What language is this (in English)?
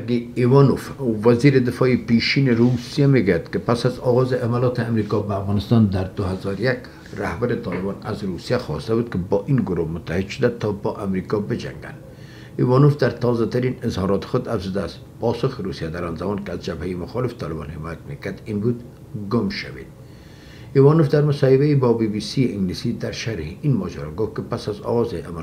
Persian